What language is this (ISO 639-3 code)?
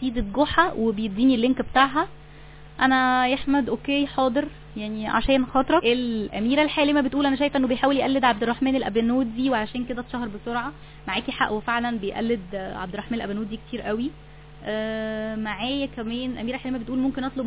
arz